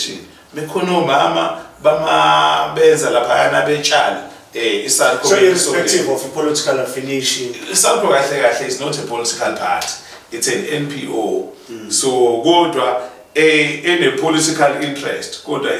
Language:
Zulu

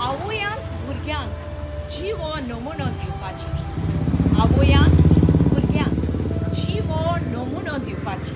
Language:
Konkani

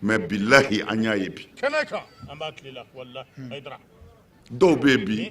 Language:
Bambara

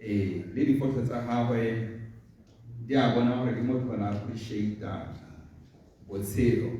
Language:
Tswana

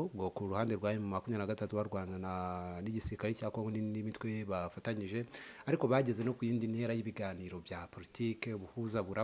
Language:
Kinyarwanda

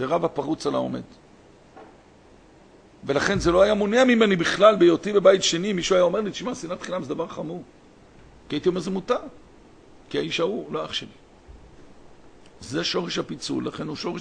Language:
Hebrew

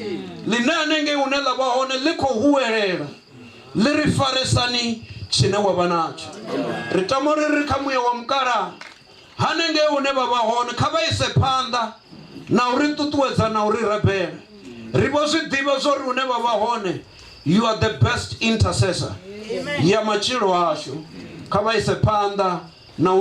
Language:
Venda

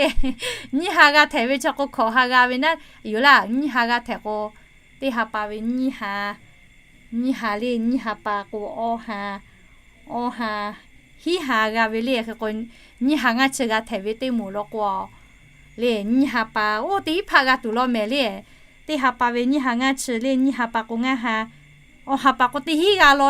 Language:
Lahu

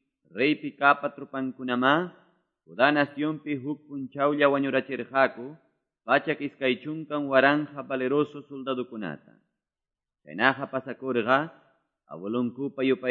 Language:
Quechua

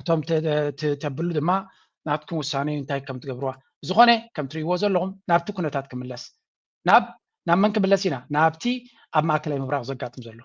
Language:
Tigrinya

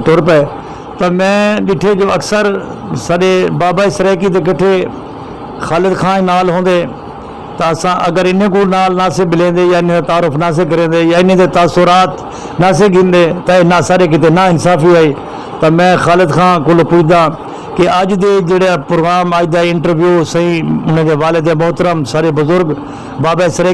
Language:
Saraiki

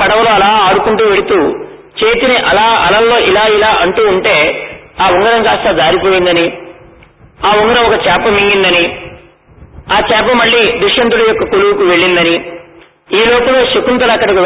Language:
Telugu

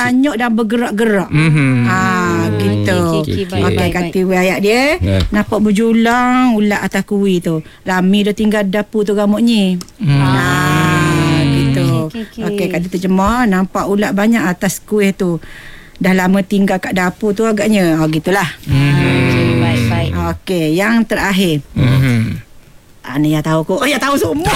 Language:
Malay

